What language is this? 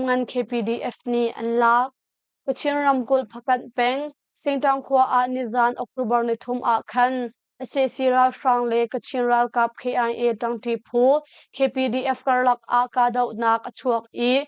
Hakha Chin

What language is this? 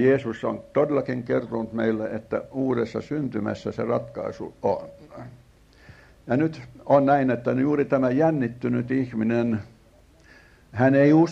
Finnish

